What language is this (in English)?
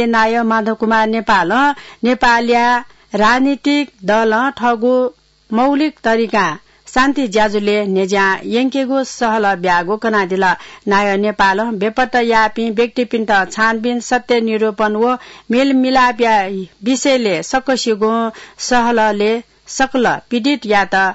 Newari